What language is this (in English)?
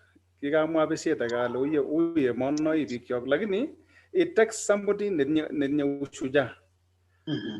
Kalenjin